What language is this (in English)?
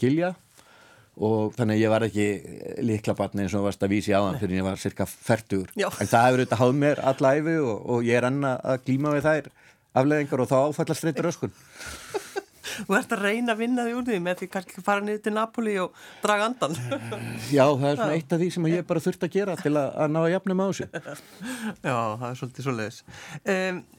Icelandic